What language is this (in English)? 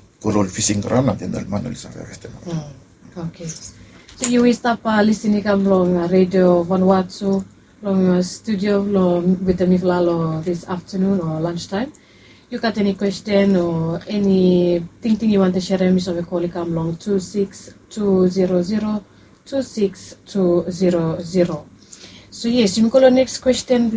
Bislama